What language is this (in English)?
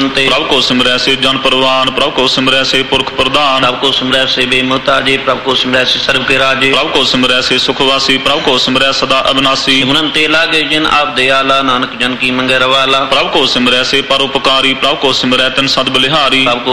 Punjabi